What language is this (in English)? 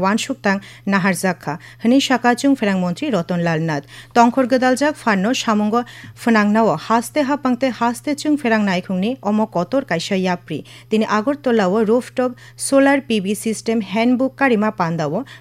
Kok Borok